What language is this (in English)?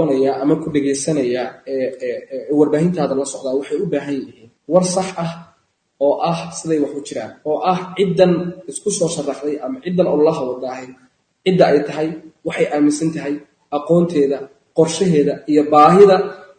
Somali